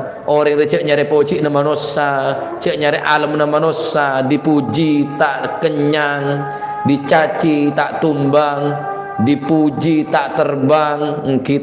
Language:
Madurese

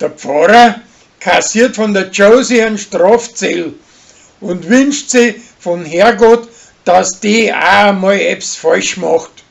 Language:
Bavarian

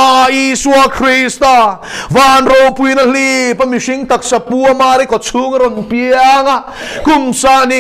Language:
Mizo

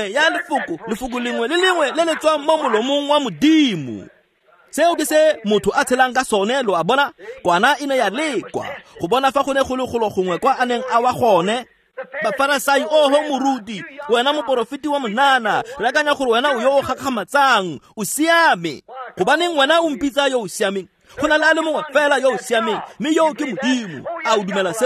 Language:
Tswana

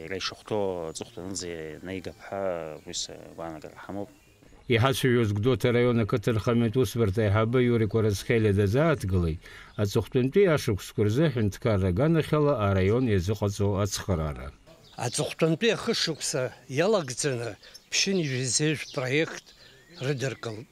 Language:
Abkhazian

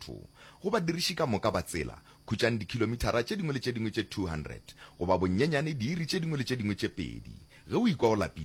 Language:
Northern Sotho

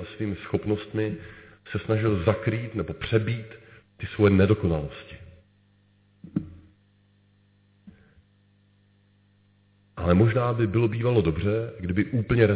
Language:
Czech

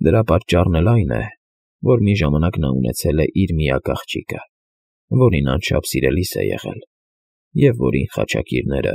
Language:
Armenian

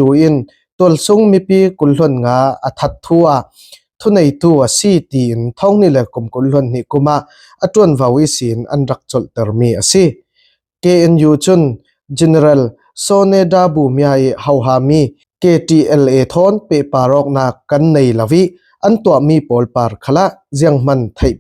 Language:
Falam Chin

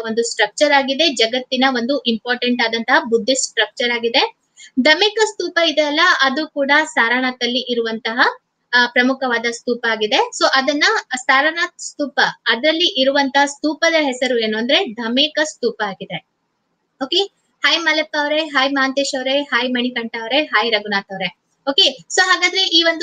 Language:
Kannada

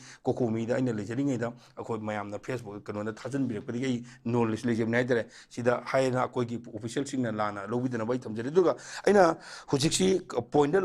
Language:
Manipuri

